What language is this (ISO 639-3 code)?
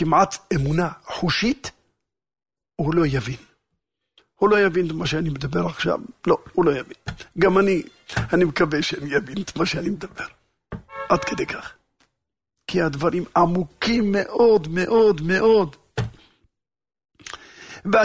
heb